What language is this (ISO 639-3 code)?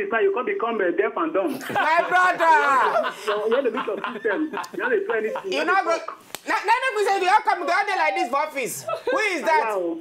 pcm